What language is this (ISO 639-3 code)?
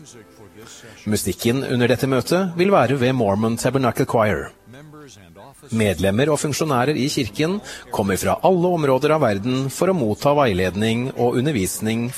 nor